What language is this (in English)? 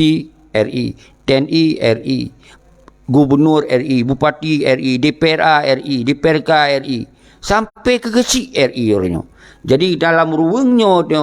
Achinese